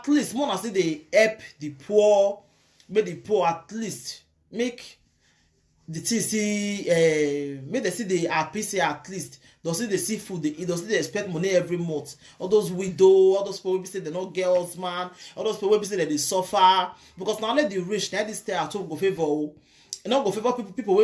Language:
Nigerian Pidgin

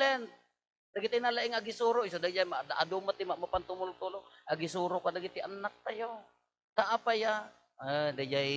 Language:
Iloko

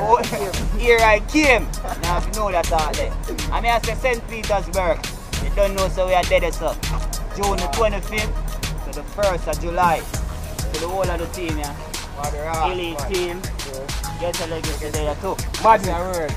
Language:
Jamaican Creole English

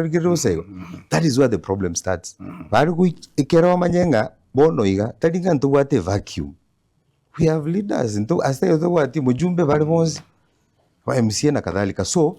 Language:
Gusii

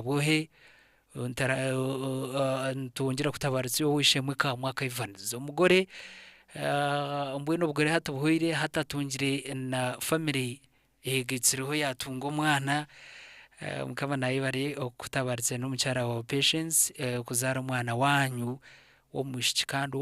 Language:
Nyankole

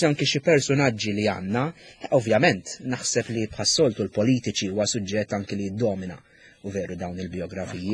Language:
Maltese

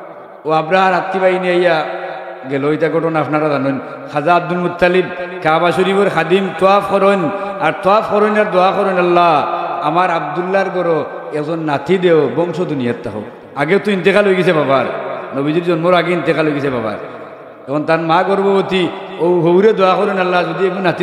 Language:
Sylheti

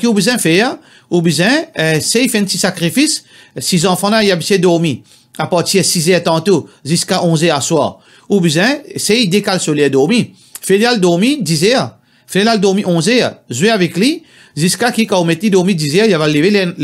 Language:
Morisyen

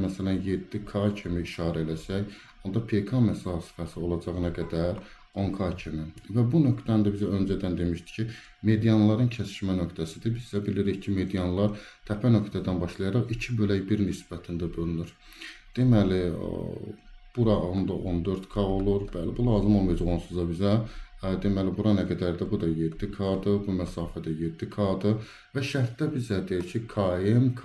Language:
Azerbaijani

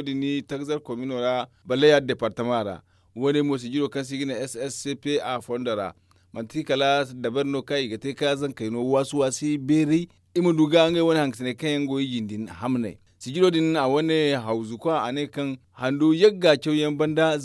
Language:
Zarma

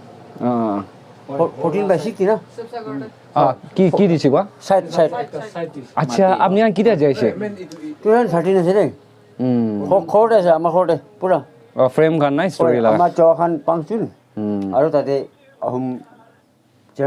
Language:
Naga Pidgin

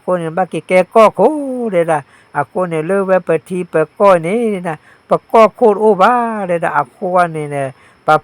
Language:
S'gaw Karen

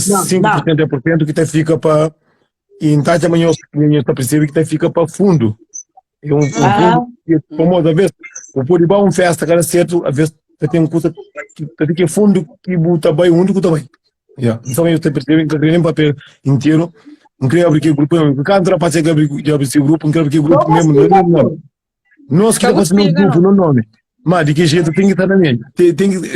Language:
Kabuverdianu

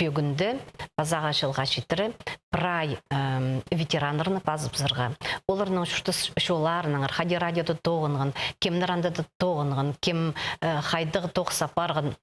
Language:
Khakas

